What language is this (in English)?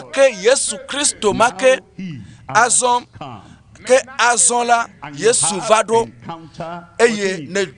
Ewe